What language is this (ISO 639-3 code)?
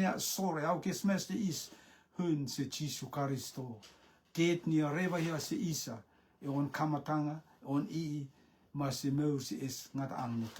rtm